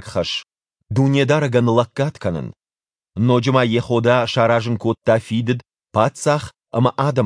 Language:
Ossetic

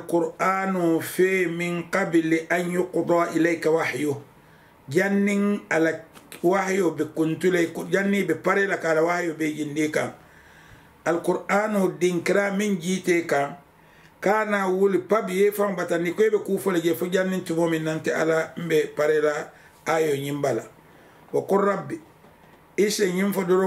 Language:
Mandingo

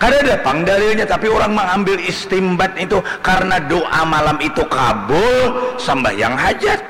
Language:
Banjar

